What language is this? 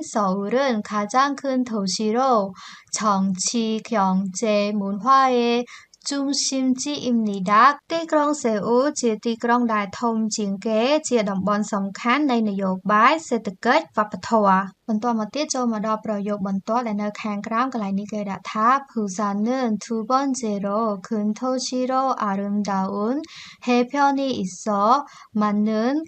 Khmer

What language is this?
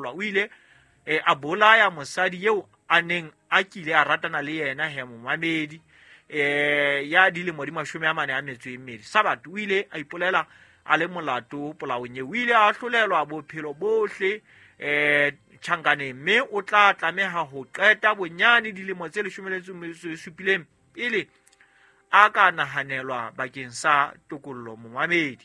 Southern Sotho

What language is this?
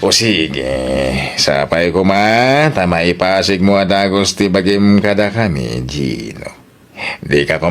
Iloko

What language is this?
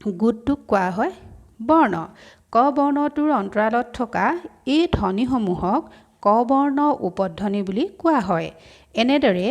Assamese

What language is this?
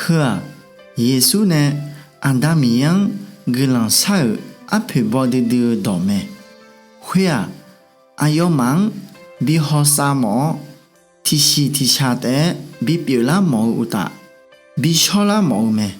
Akha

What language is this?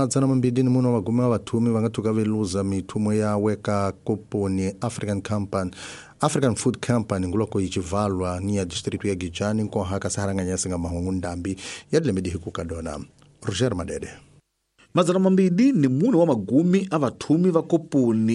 Tsonga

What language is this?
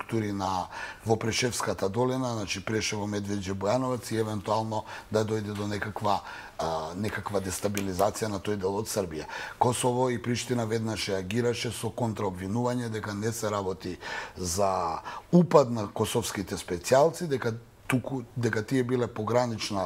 Macedonian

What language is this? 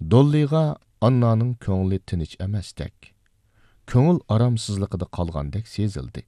Uyghur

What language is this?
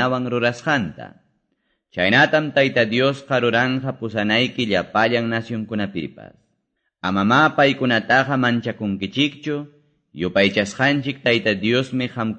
Quechua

